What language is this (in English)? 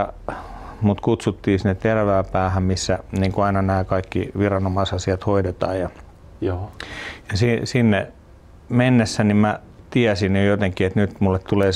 Finnish